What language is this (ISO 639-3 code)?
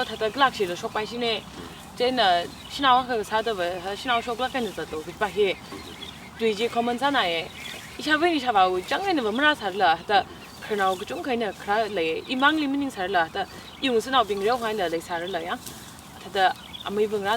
nmf